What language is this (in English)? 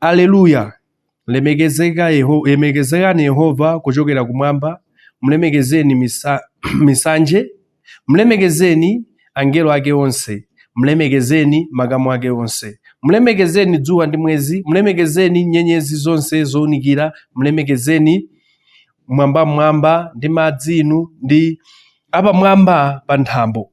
Nyanja